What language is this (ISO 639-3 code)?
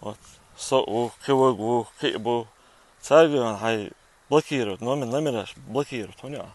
che